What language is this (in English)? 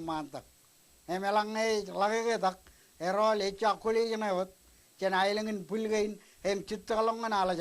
Marshallese